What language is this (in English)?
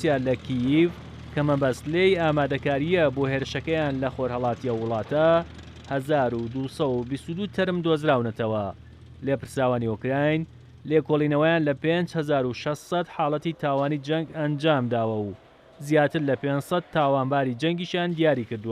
Central Kurdish